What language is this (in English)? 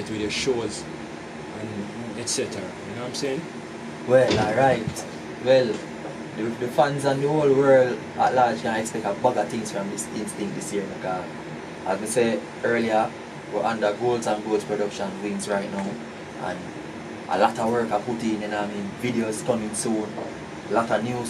Jamaican Creole English